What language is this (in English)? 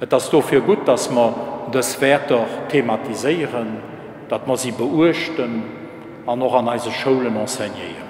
Luxembourgish